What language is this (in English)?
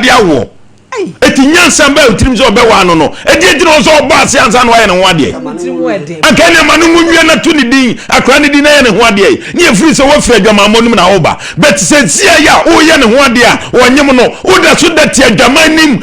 Akan